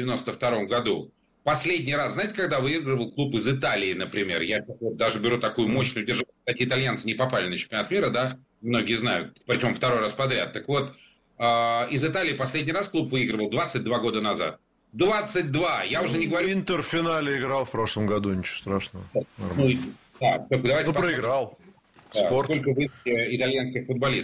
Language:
Russian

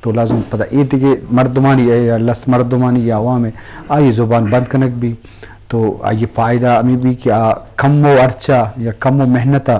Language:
Eastern Balochi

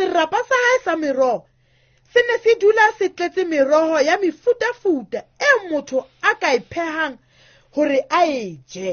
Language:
Southern Sotho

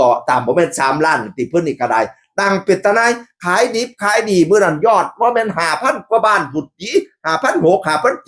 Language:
Northeastern Thai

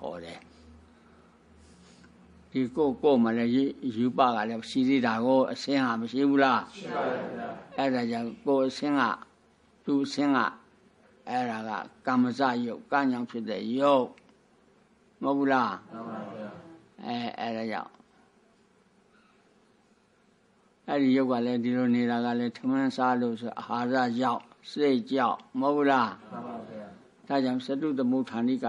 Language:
Burmese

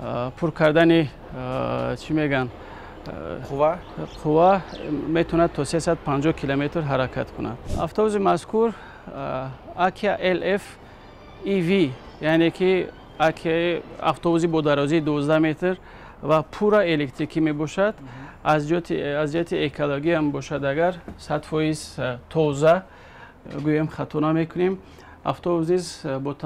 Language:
Tajik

